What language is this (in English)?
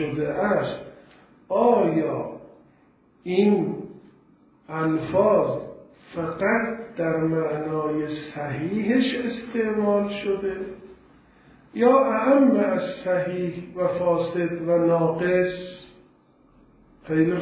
Persian